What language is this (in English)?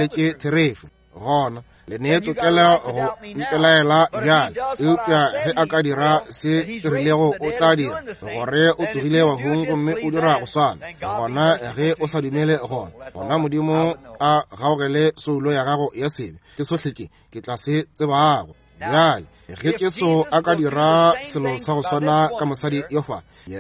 Northern Sotho